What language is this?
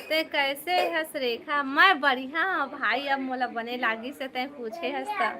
Chhattisgarhi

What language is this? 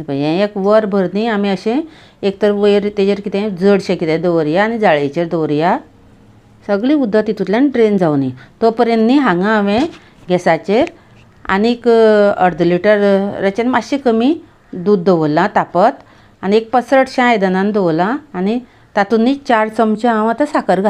Konkani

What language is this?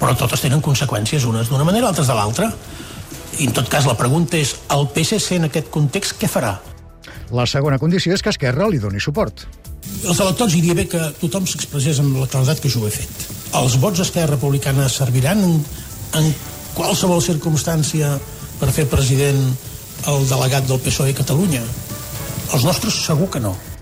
Catalan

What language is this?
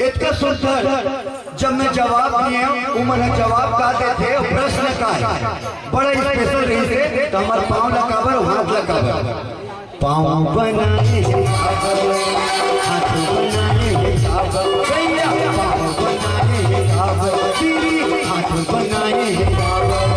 Chhattisgarhi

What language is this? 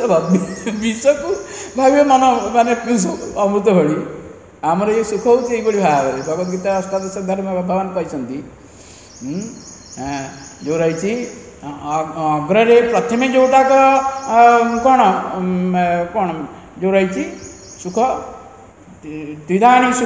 Odia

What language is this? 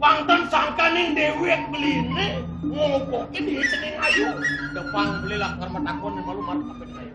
Balinese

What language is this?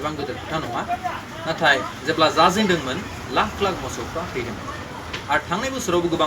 Bodo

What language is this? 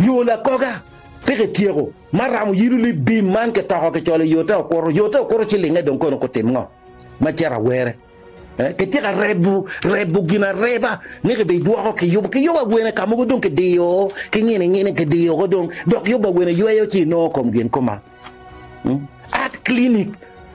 Acoli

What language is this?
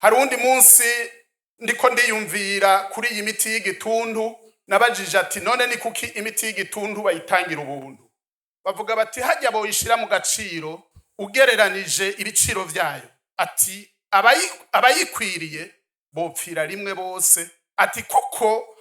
Rundi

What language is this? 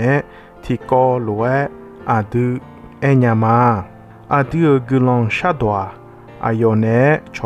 Akha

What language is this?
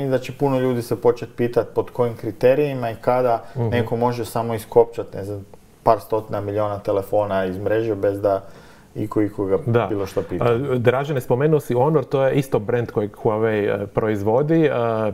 Croatian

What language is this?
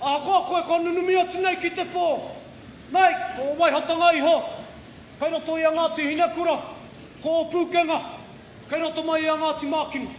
Māori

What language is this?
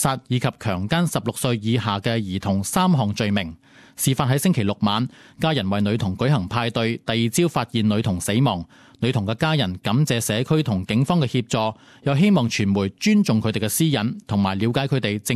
Cantonese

